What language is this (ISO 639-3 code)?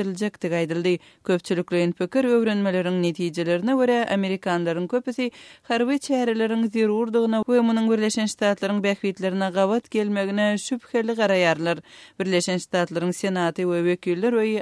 tuk